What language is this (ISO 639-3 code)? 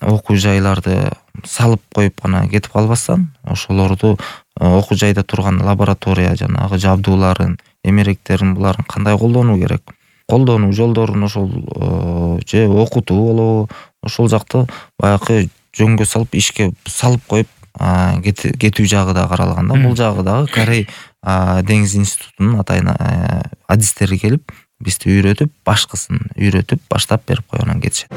kir